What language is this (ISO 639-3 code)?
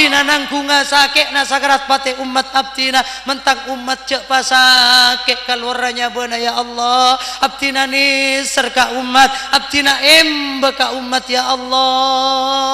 mad